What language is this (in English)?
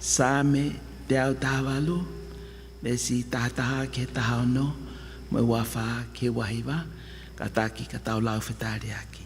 Tongan